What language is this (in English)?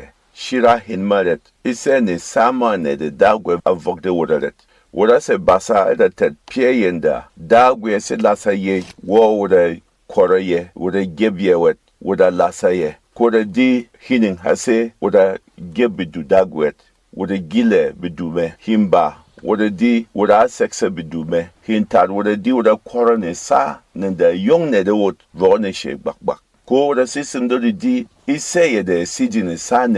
Berom